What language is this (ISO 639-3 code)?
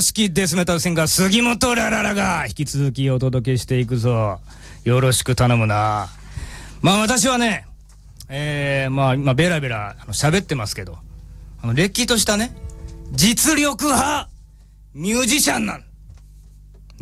jpn